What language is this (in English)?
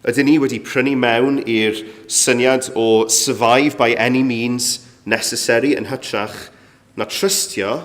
Welsh